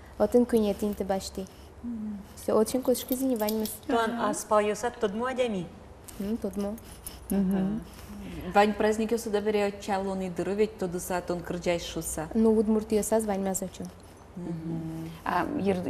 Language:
Udmurt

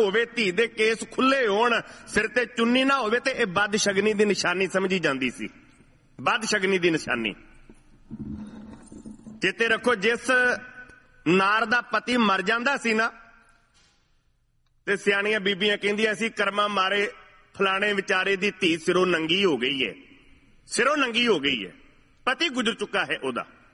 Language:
Punjabi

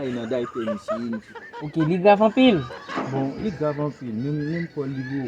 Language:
Haitian Creole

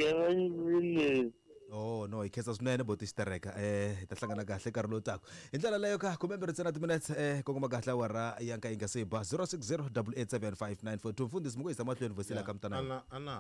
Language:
Tsonga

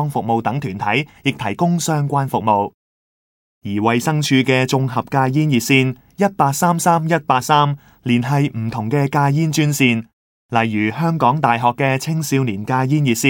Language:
Cantonese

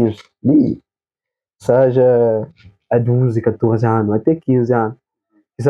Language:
Kabuverdianu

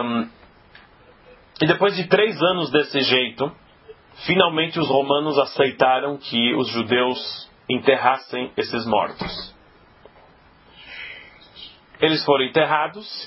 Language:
Portuguese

